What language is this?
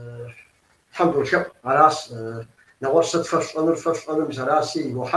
Kabardian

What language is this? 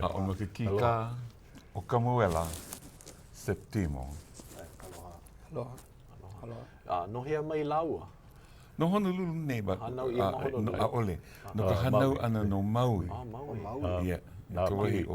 Hawaiian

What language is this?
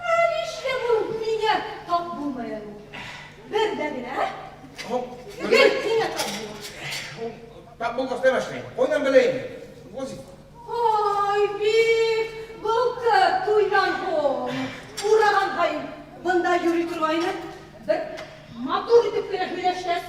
Bashkir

